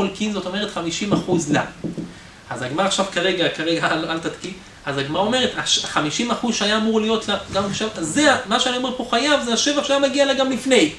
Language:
Hebrew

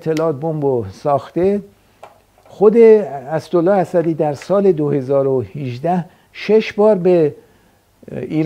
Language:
Persian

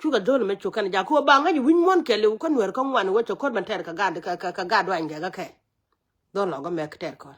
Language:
Nuer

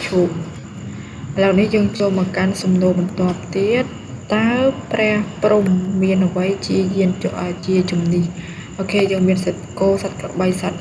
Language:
Khmer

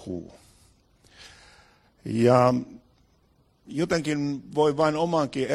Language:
Finnish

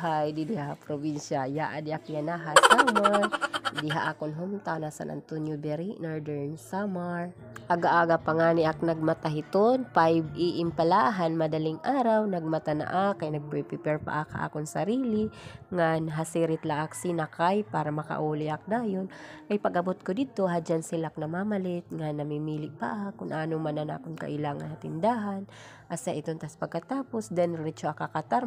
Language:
Waray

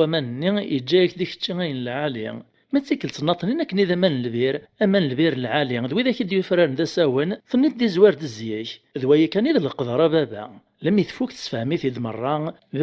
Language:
Kabyle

